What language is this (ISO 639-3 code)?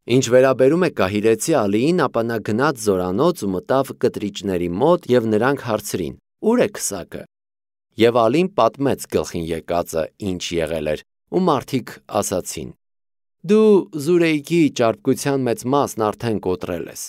hye